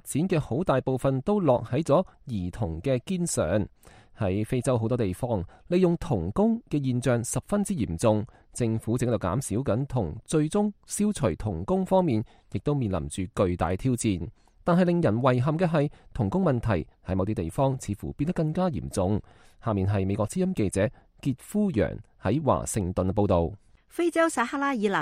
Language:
Cantonese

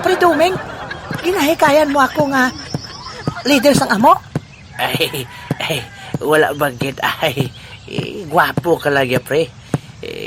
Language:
Hiligaynon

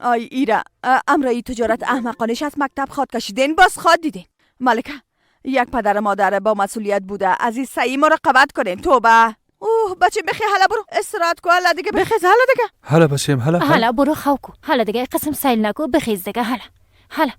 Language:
Persian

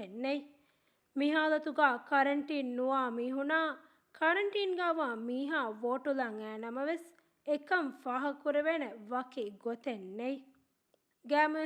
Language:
Divehi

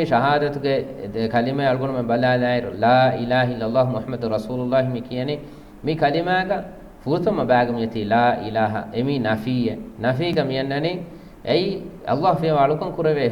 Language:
Divehi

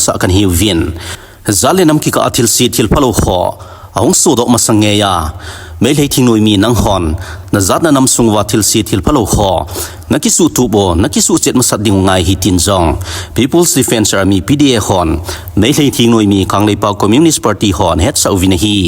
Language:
Thado Chin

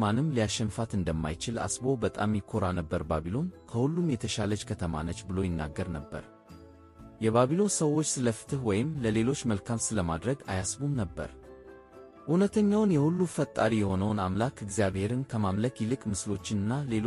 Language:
Amharic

